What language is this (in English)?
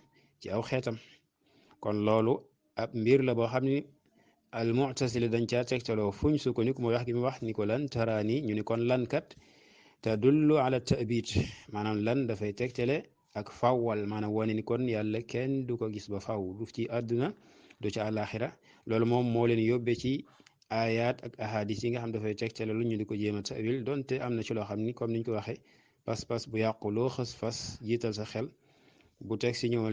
Wolof